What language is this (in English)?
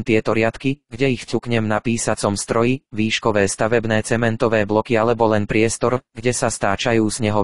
Slovak